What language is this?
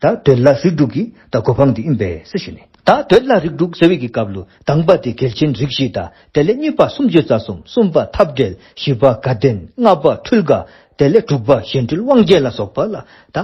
Dzongkha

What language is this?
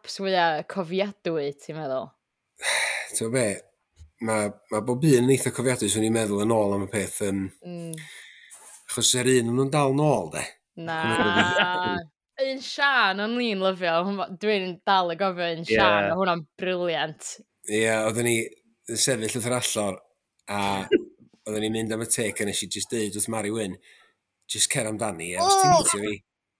Welsh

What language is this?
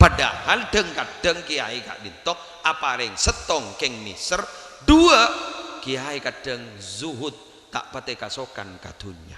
Madurese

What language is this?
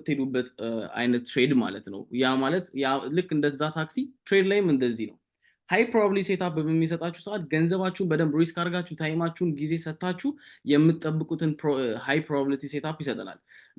Amharic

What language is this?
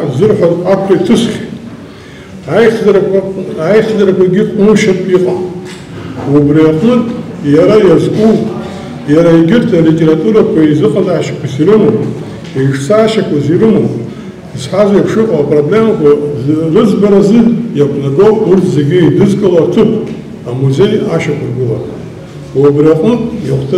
Abkhazian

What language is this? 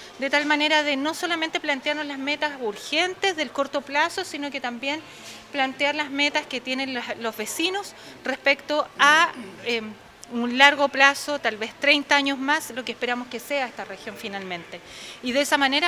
Spanish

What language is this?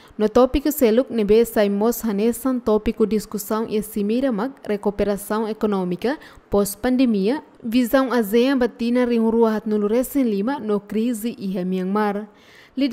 Tetum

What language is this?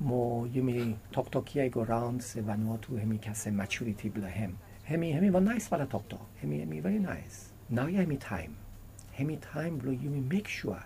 Bislama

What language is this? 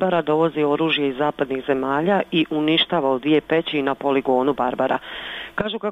Bosnian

